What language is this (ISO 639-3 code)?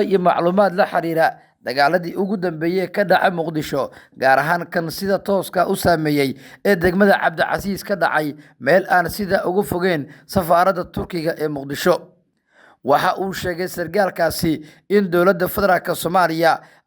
som